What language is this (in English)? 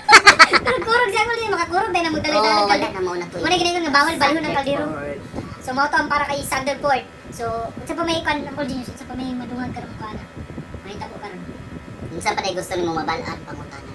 Cebuano